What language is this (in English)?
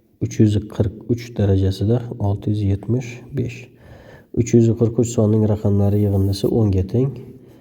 Uzbek